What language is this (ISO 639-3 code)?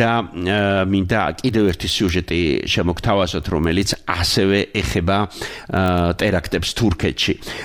kat